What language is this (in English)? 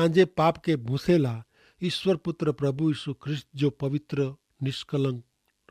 Kachhi